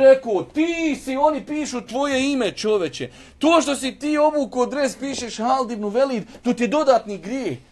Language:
Bosnian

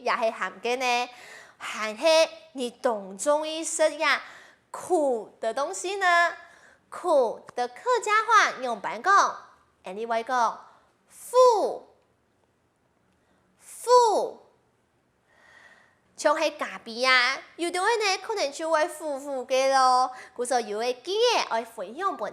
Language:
Hakka Chinese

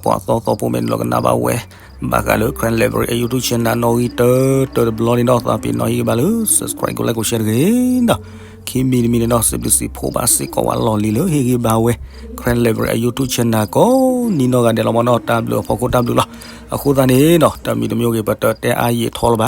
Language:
S'gaw Karen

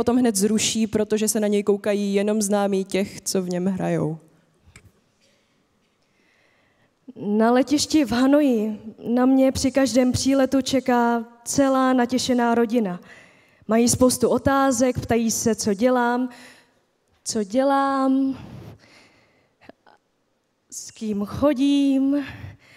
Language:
Czech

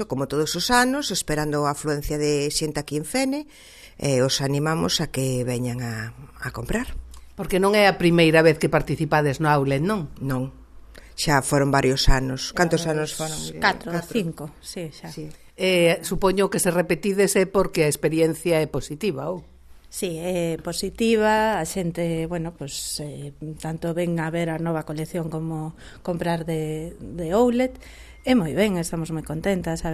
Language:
Galician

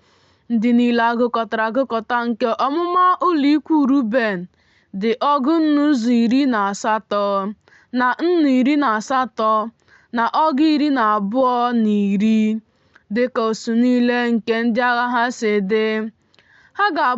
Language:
Igbo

